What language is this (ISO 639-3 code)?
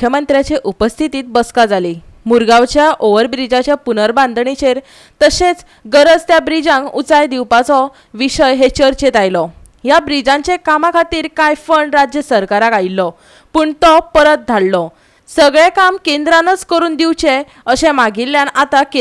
kok